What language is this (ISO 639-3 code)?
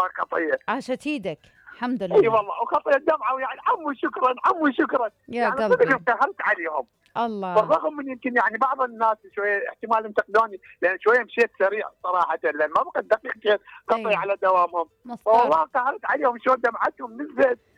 acm